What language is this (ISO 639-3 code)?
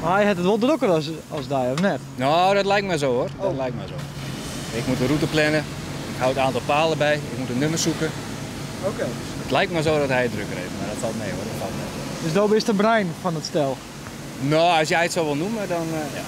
fry